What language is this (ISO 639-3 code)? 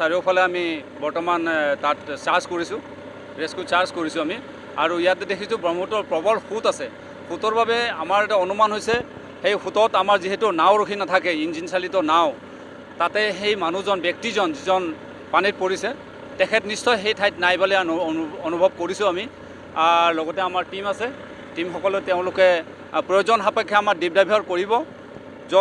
asm